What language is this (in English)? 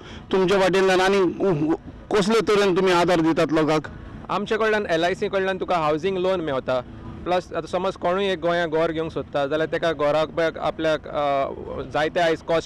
Konkani